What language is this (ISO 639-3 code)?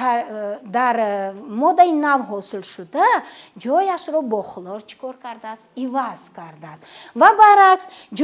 tgk